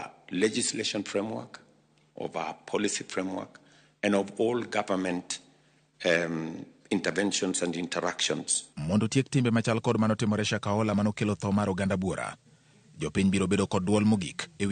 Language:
Luo (Kenya and Tanzania)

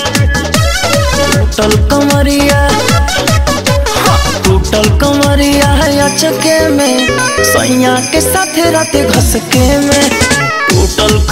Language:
Bhojpuri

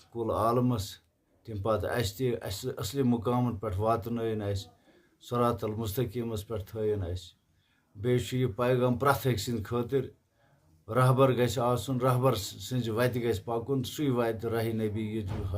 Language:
Kashmiri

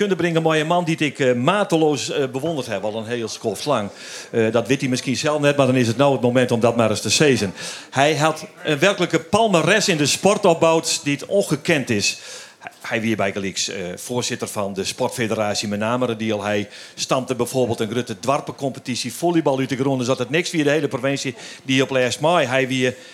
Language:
Western Frisian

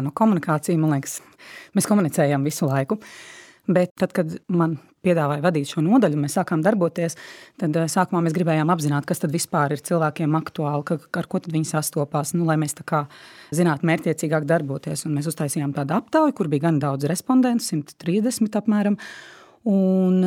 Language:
Latvian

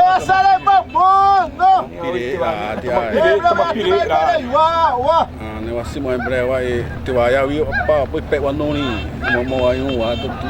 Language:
Xavánte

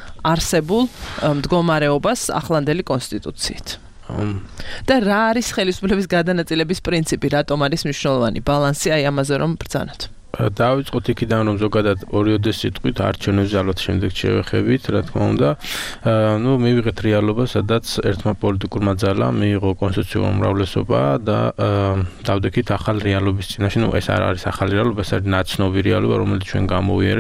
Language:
Georgian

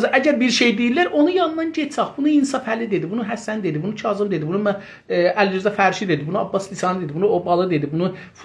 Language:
South Azerbaijani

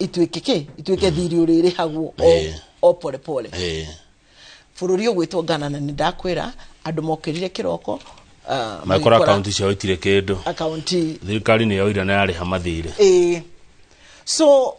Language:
Kikuyu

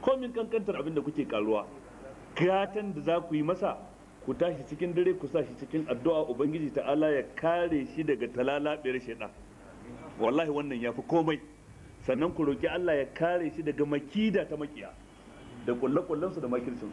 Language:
Hausa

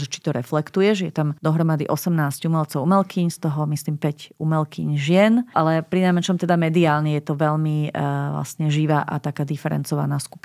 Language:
Slovak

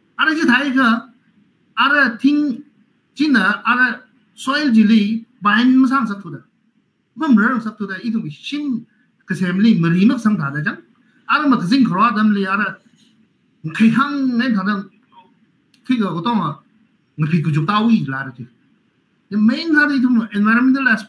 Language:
Tangkhul Naga (India)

